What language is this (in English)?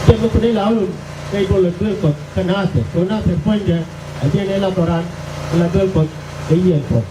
Nuer